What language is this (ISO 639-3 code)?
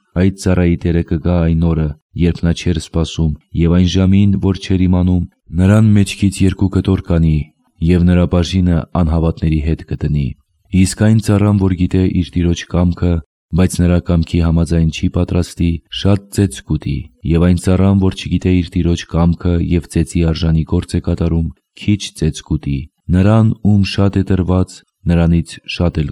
hye